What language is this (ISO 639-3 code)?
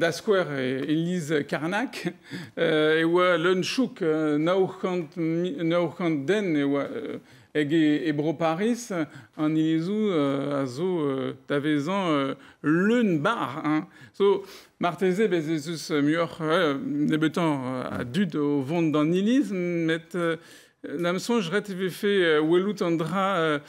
bre